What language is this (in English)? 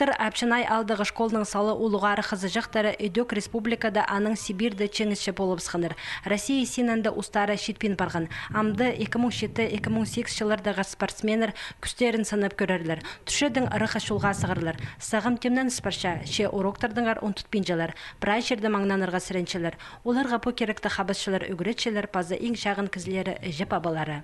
Khakas